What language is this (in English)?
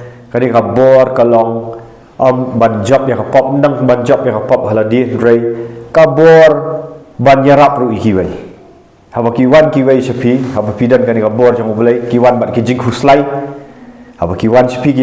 Khasi